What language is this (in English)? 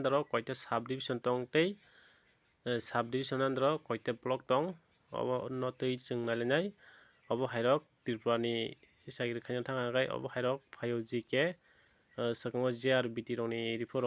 Kok Borok